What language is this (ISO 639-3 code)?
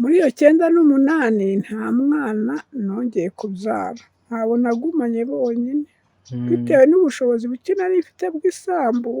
kin